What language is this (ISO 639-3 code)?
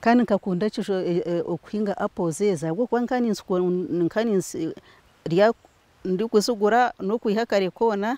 nyn